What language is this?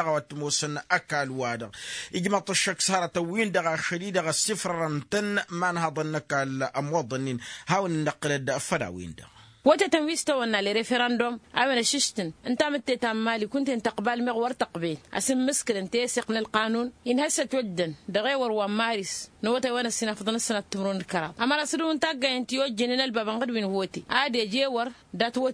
Tamasheq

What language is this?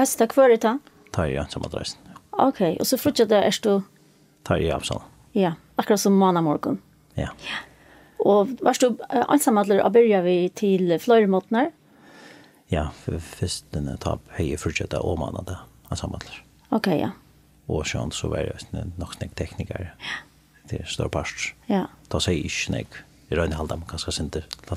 Faroese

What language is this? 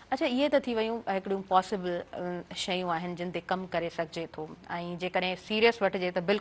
Sindhi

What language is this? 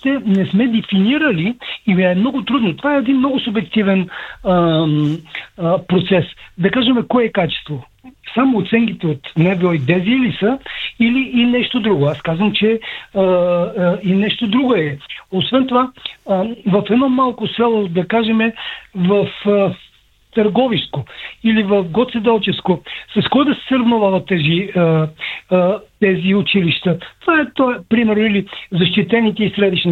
Bulgarian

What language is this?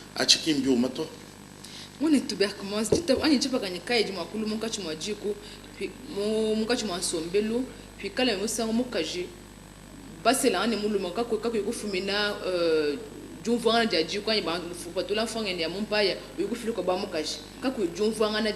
Luba-Lulua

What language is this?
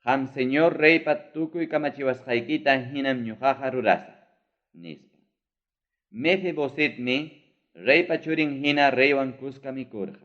Ayacucho Quechua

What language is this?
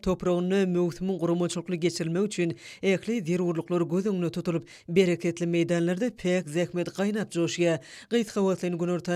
Turkmen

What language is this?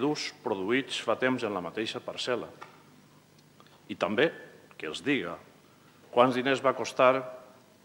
Catalan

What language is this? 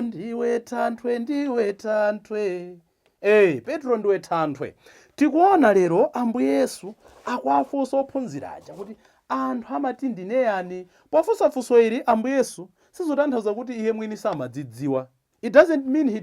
Nyanja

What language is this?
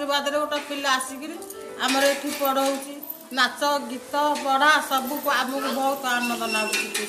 Odia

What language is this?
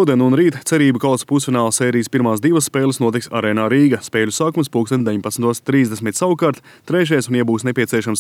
Latvian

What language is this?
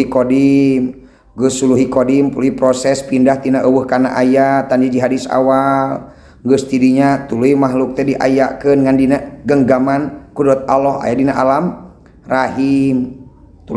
Sundanese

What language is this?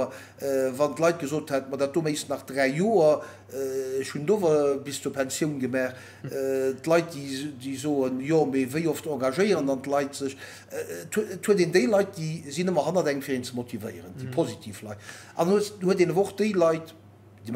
Luxembourgish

